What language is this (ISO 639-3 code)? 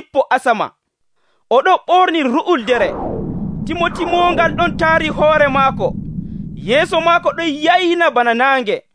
fuv